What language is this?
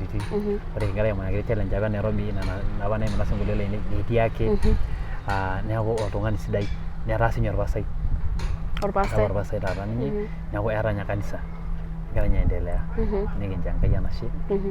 Masai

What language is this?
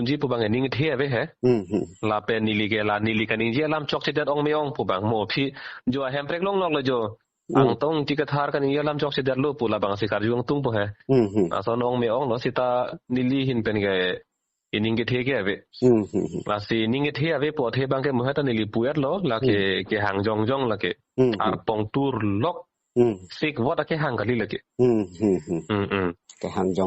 Karbi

